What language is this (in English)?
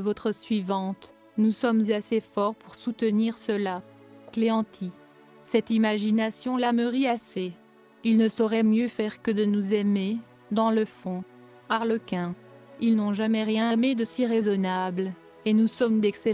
French